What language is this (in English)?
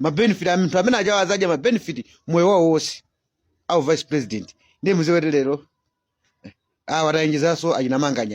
Nyanja